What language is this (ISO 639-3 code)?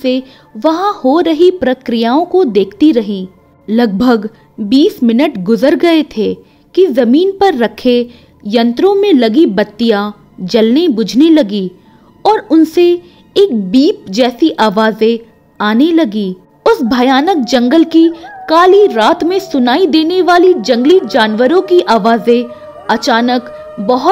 hin